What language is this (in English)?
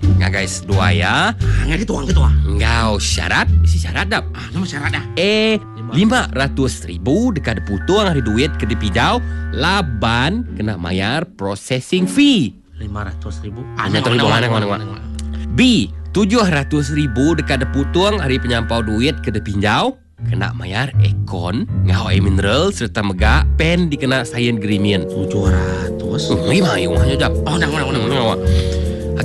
Iban